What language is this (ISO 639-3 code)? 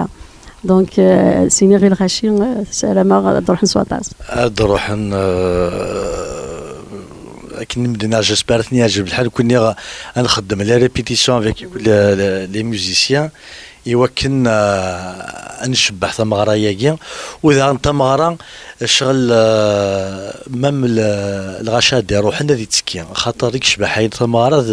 kab